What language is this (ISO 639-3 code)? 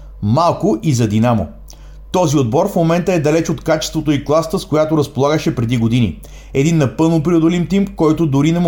bul